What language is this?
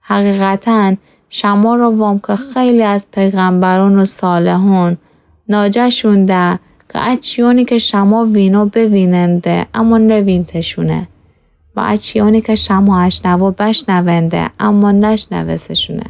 Gilaki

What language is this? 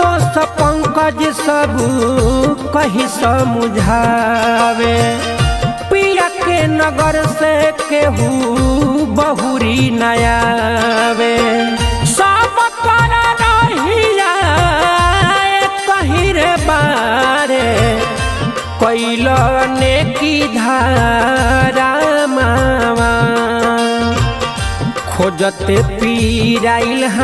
Bhojpuri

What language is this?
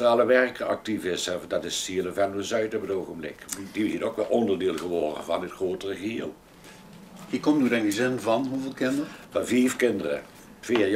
Limburgish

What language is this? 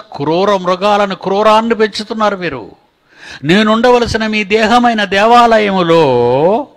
Telugu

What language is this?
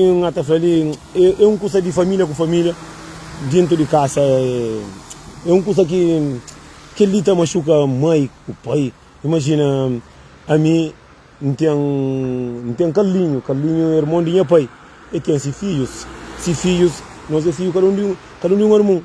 Kabuverdianu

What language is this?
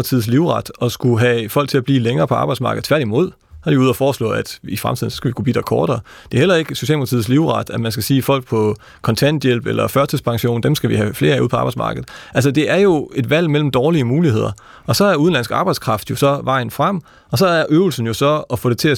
Danish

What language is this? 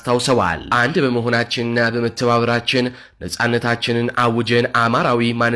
Amharic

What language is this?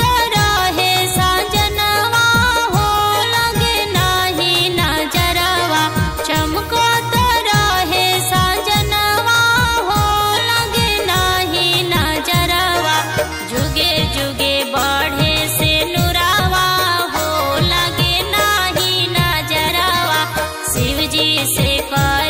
Bhojpuri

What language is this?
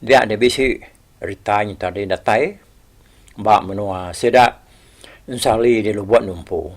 Iban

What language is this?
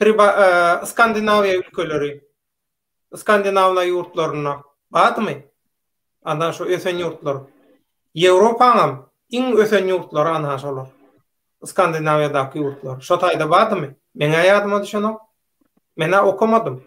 Turkmen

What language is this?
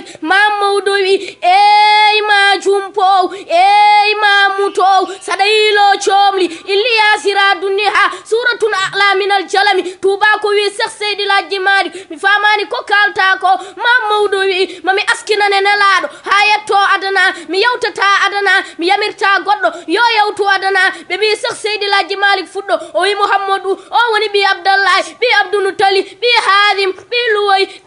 Fula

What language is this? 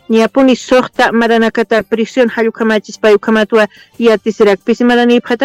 Aymara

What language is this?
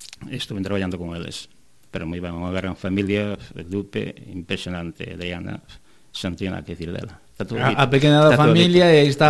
Galician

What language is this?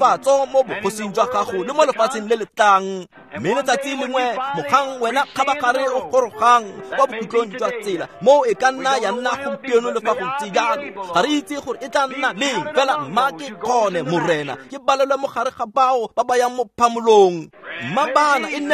Tswana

